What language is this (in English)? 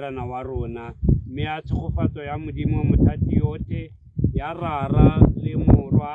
Tswana